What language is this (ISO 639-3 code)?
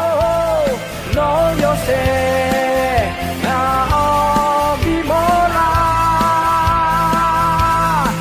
ahk